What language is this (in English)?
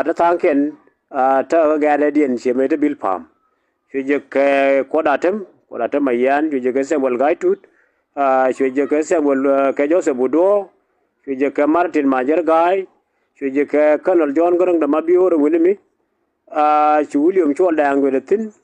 Nuer